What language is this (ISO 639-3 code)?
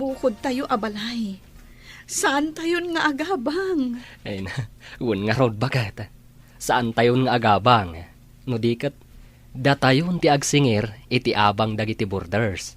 ilo